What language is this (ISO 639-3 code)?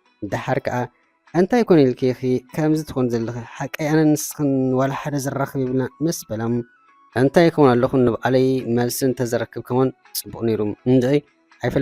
tir